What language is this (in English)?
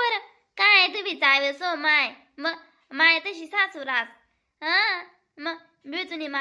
Khandesi